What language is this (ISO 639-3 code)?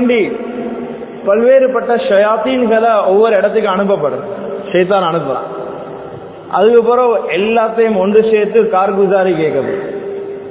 tam